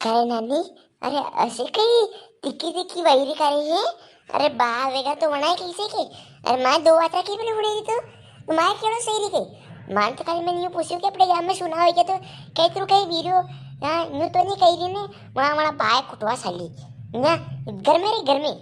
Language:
Rajasthani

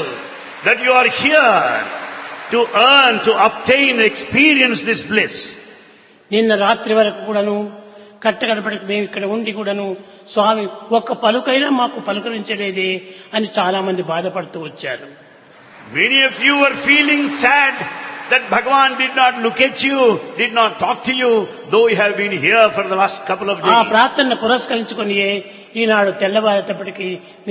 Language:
Telugu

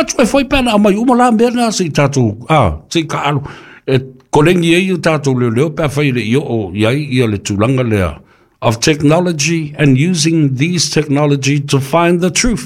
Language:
Samoan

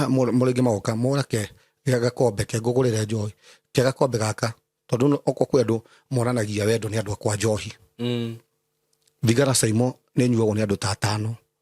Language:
Kikuyu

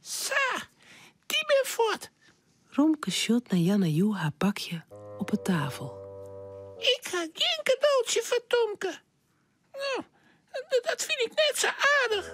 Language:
Western Frisian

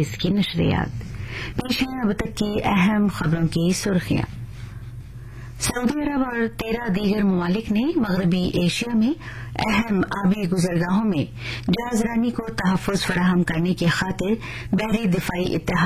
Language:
Urdu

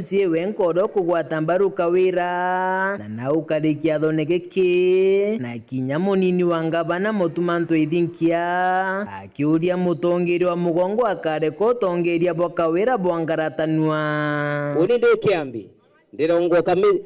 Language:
Meru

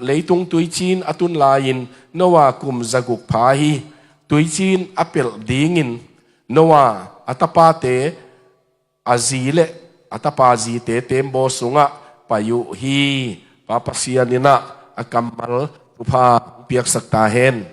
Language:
Tedim Chin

